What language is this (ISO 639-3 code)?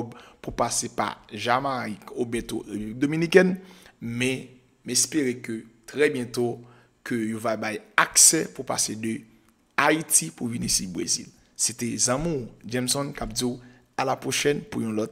hat